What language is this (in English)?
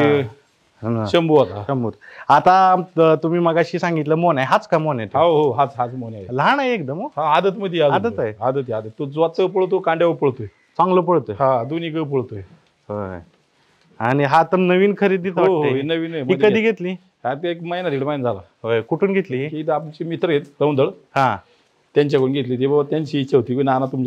Marathi